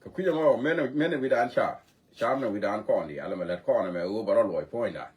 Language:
Nuer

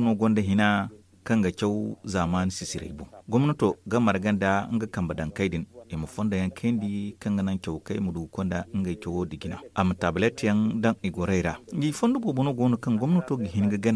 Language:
Zarma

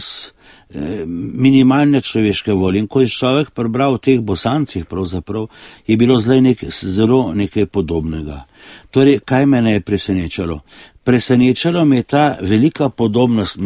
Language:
Slovenian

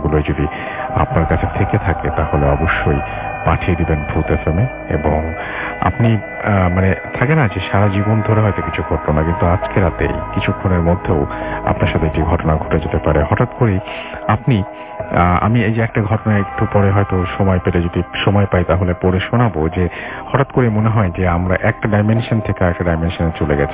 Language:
Bangla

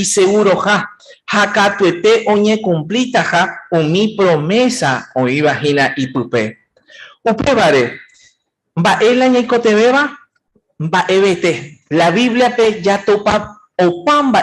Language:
Guarani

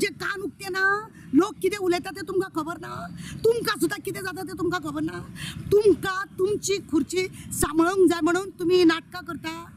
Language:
Konkani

